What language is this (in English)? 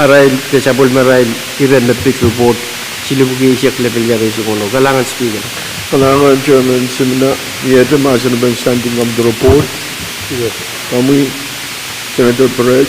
Pohnpeian